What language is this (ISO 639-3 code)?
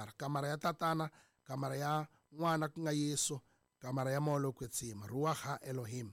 tso